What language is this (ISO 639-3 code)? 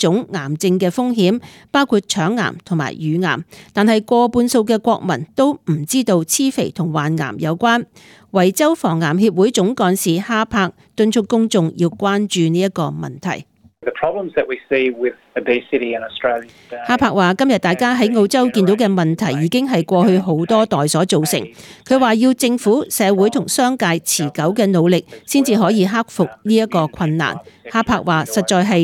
yue